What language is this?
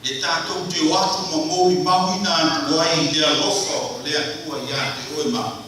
Samoan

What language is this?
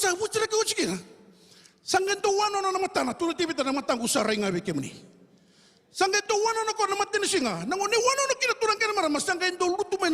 Fijian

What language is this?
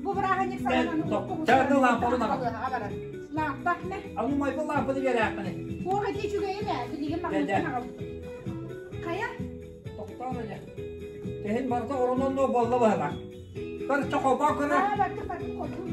Yakut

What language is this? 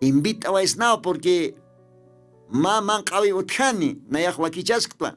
Aymara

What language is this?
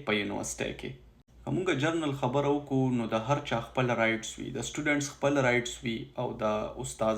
Pashto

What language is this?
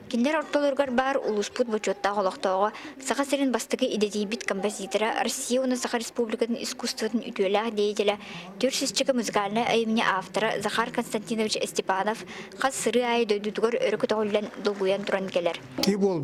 Yakut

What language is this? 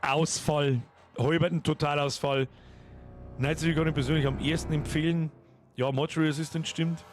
Bavarian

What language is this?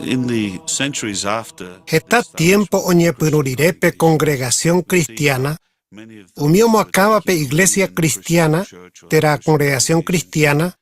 Guarani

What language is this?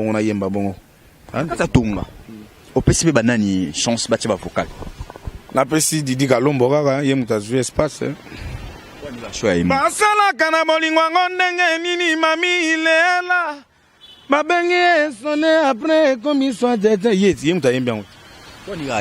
Lingala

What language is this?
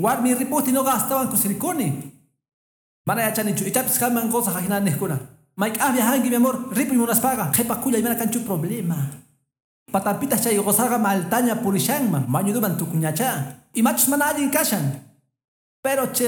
Quechua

